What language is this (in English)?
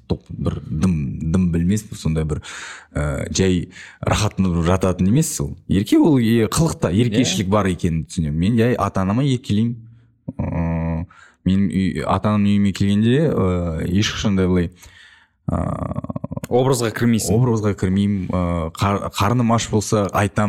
Kazakh